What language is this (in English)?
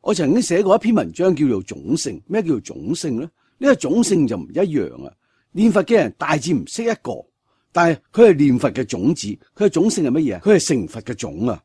Cantonese